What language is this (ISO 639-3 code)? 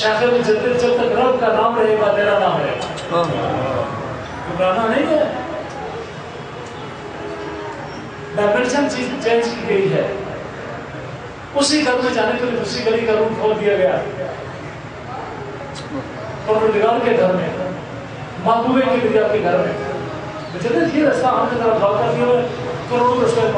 urd